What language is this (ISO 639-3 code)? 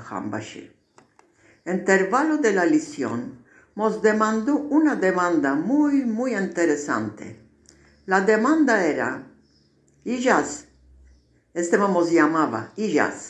lad